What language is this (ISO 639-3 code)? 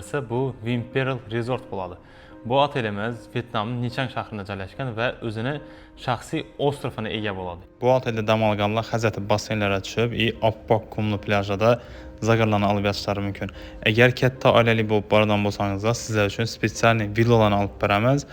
uzb